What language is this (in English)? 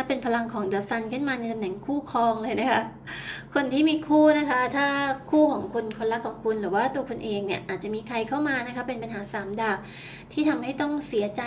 Thai